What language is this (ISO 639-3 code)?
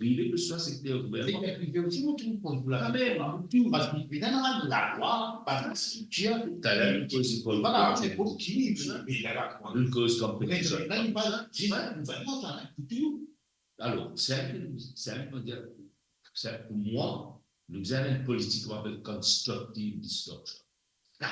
mfe